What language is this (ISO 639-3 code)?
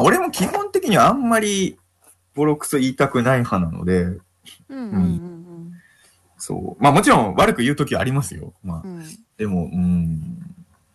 jpn